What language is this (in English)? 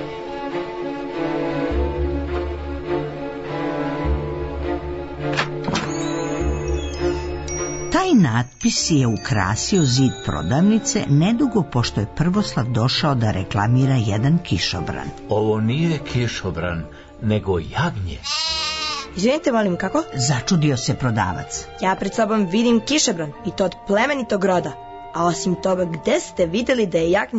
Serbian